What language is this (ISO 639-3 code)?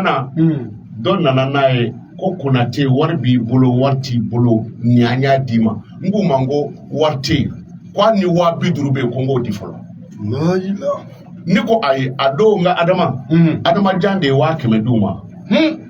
bam